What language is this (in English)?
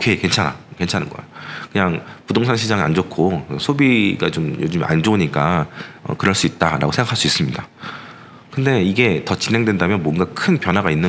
Korean